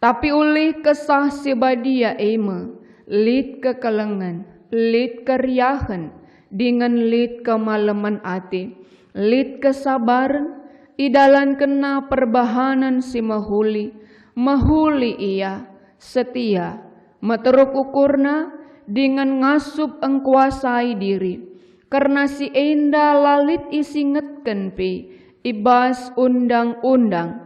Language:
Batak Karo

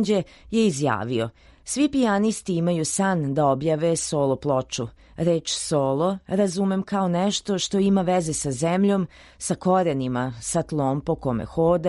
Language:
Serbian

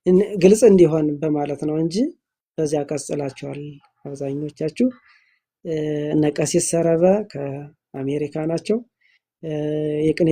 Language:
Amharic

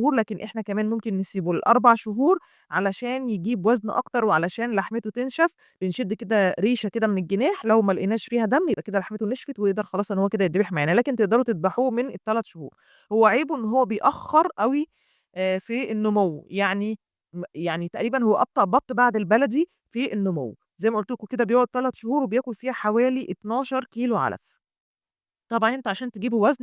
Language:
Egyptian Arabic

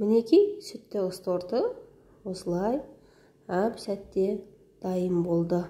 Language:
Kazakh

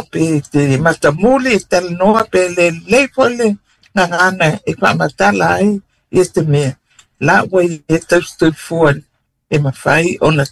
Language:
Samoan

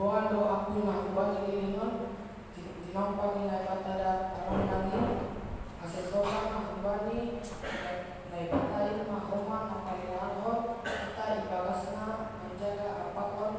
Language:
Batak Simalungun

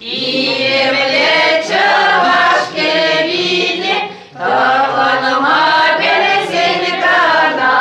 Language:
Chuvash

